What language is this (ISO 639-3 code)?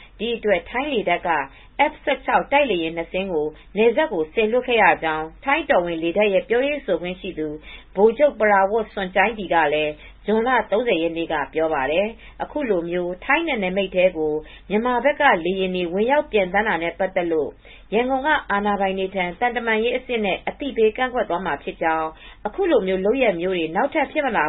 mya